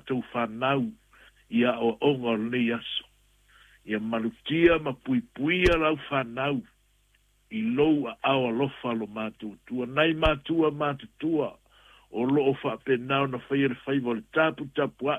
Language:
Samoan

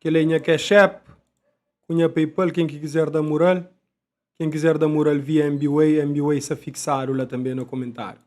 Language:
Kabuverdianu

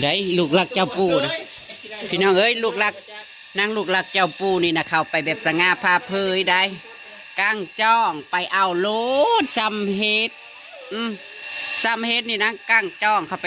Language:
Northeastern Thai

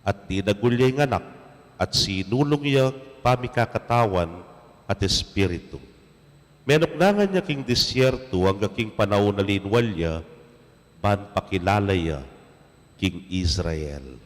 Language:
Pampanga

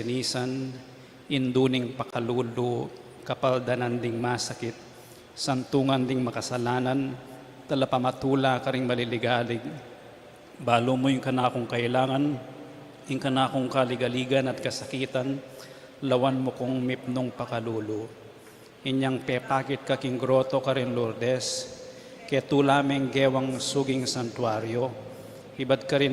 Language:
Pampanga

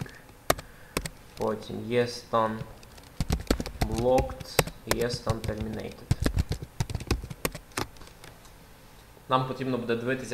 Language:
Ukrainian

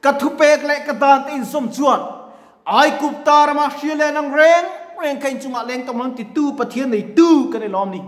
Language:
Mizo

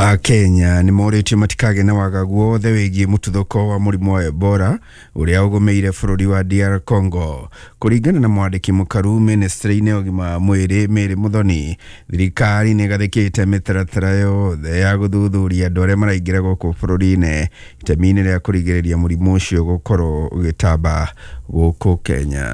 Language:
Kikuyu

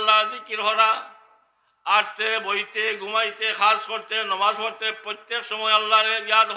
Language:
Sylheti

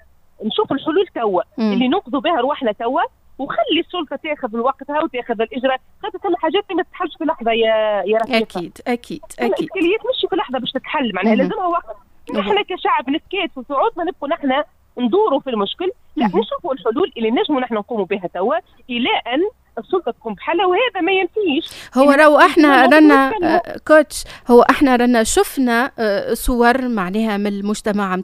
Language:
Tunisian Arabic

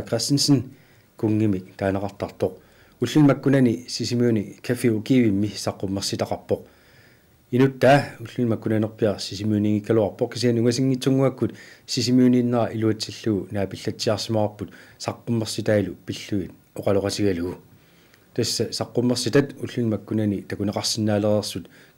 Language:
Kalaallisut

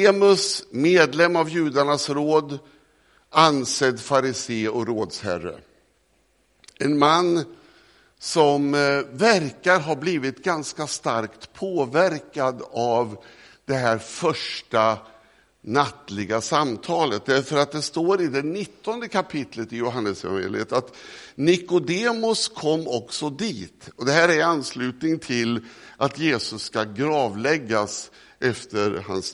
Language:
Swedish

